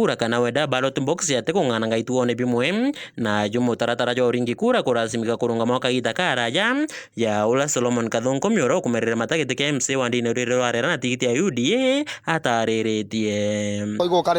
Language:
Meru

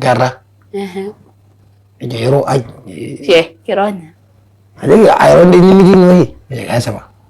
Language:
Masai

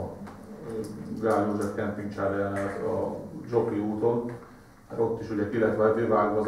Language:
Hungarian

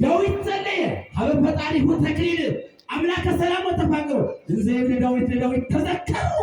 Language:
Amharic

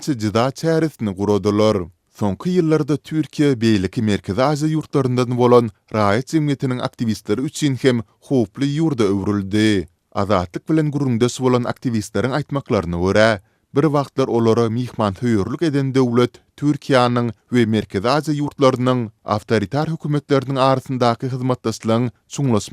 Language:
Turkmen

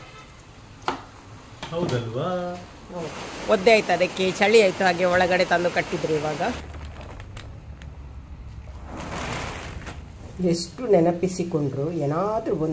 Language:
Kannada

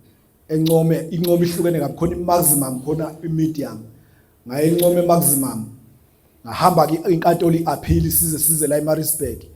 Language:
Zulu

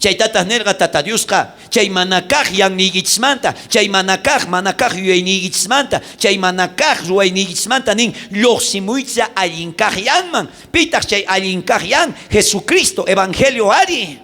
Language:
South Bolivian Quechua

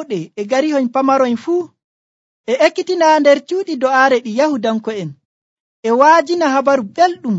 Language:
Nigerian Fulfulde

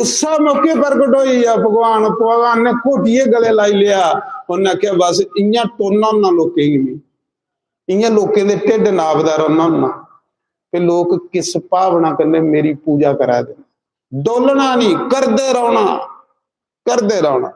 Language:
Dogri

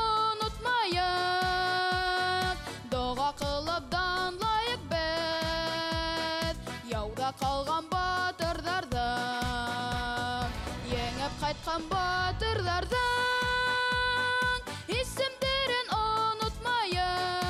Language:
Bashkir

